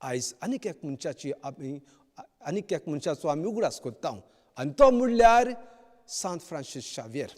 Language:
Konkani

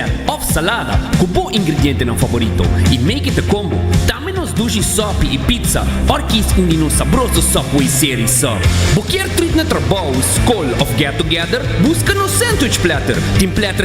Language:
Papiamento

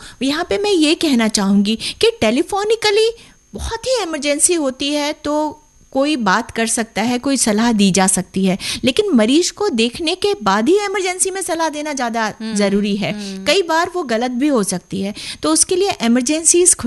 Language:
Hindi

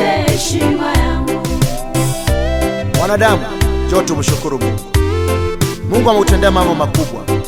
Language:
Swahili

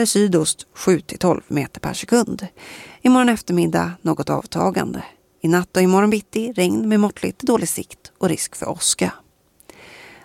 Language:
Swedish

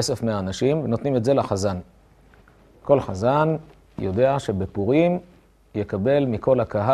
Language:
Hebrew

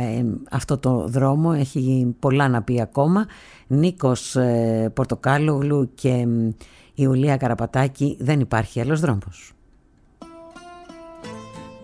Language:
Greek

